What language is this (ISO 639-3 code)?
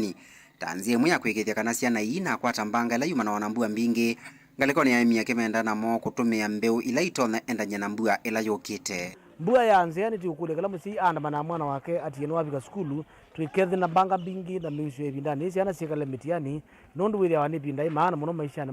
kam